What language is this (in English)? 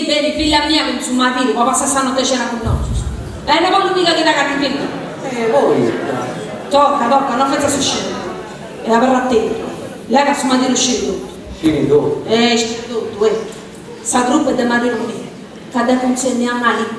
Sardinian